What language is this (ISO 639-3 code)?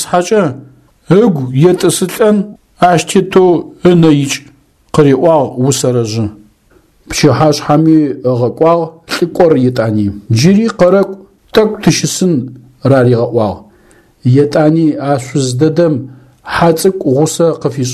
ady